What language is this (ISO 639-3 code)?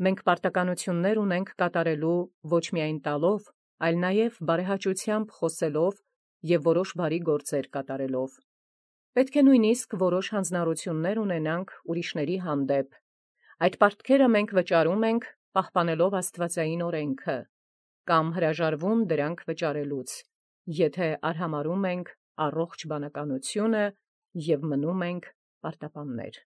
hye